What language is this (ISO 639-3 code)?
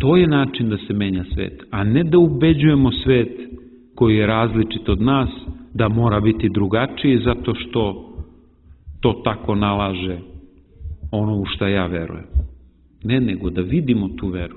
srp